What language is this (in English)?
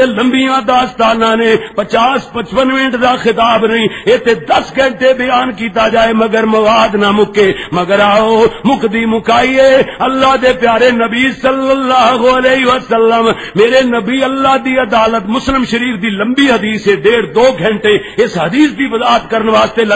Western Panjabi